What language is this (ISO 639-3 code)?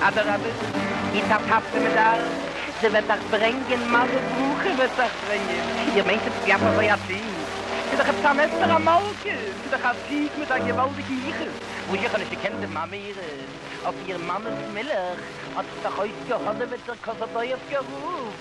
yid